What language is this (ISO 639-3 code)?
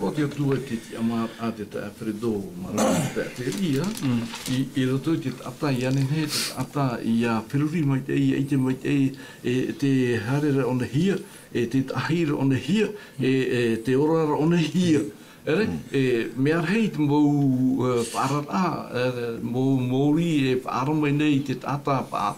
tah